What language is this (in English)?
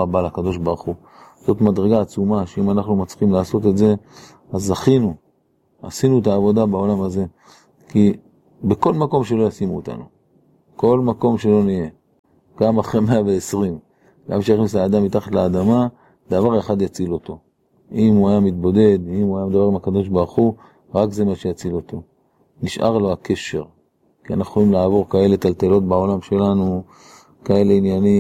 Hebrew